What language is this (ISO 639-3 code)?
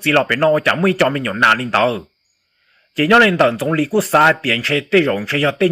hmn